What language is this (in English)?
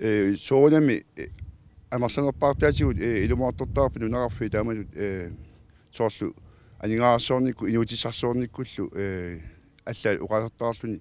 Kalaallisut